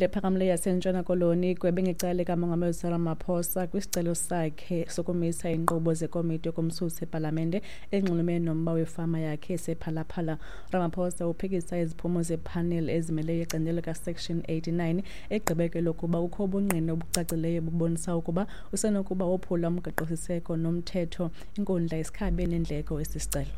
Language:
Xhosa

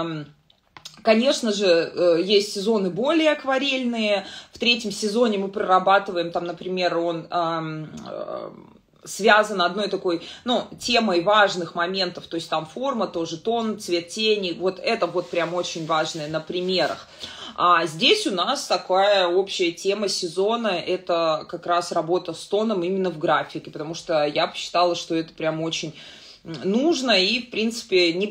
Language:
Russian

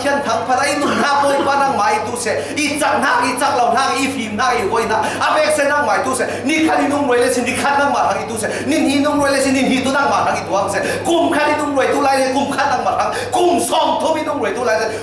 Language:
Falam Chin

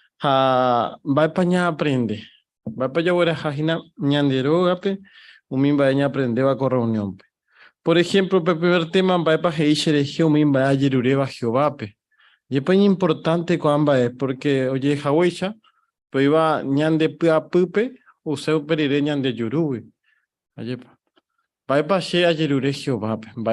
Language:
Guarani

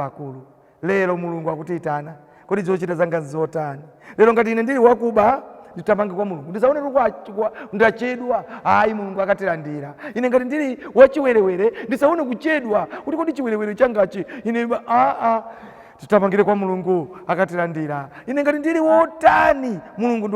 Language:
Nyanja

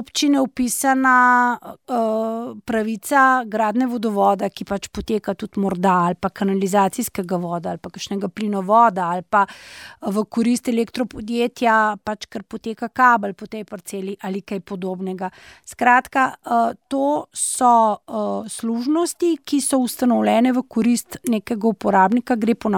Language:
Slovenian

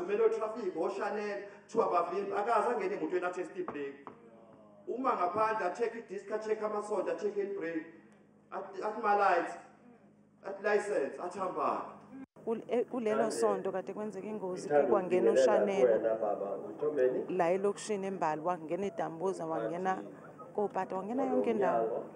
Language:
Zulu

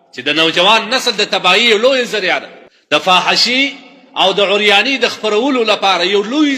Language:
Pashto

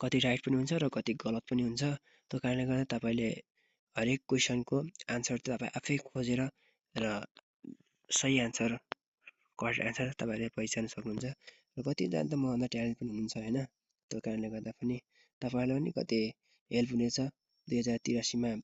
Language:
Nepali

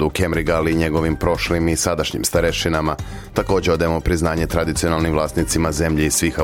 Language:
Serbian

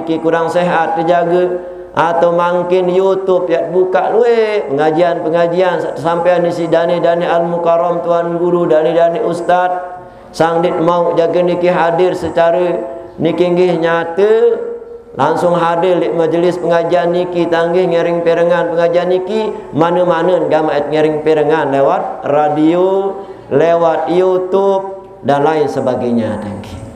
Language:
Sasak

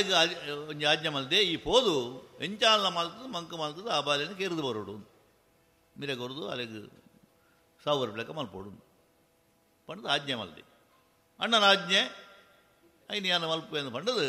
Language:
Tulu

